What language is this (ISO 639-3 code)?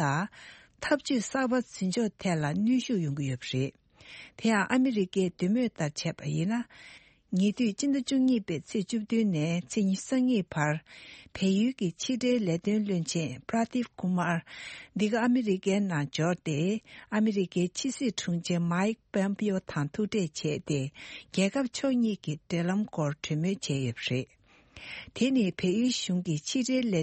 bod